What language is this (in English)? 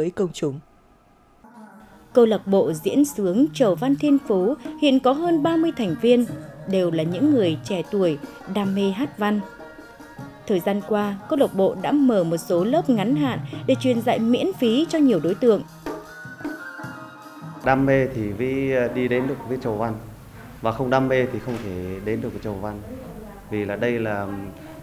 Vietnamese